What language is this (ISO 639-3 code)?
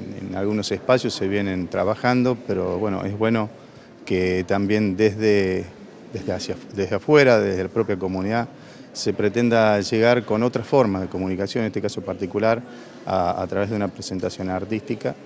spa